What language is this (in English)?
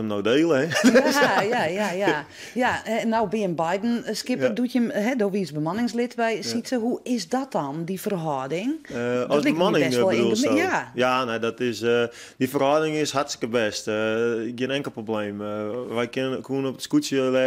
Western Frisian